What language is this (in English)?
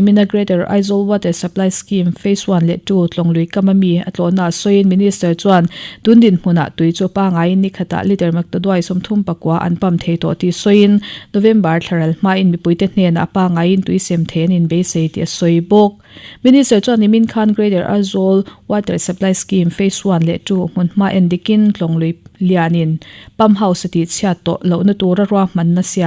Mizo